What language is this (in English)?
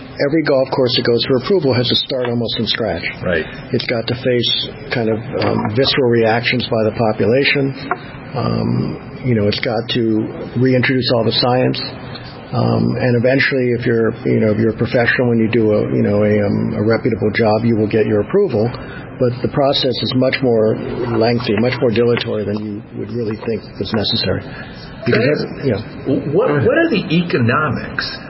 English